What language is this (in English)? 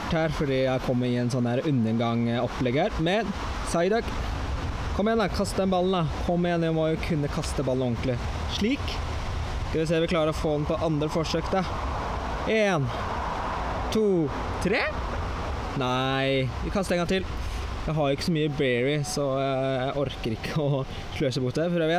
Norwegian